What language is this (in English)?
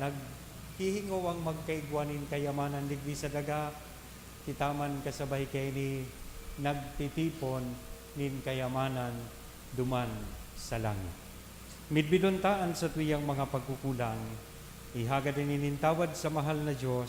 Bikol